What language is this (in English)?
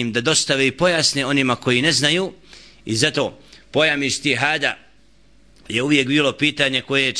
Bosnian